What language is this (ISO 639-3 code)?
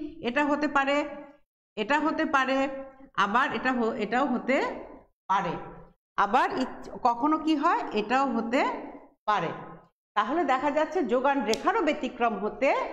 ben